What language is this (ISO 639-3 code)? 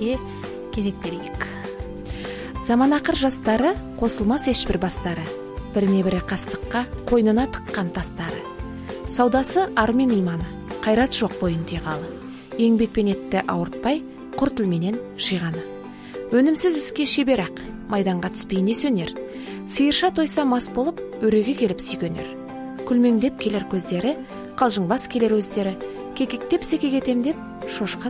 kaz